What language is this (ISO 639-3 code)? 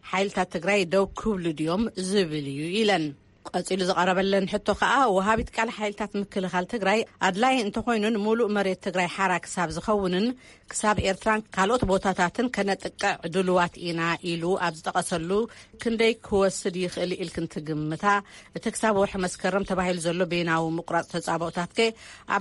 tir